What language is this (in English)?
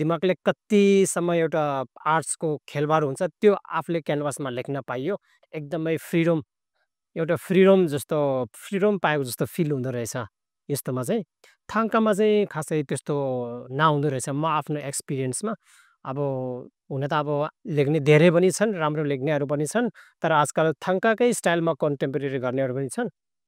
Nepali